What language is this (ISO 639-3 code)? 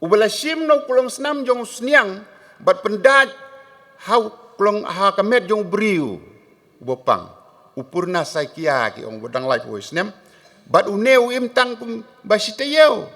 kha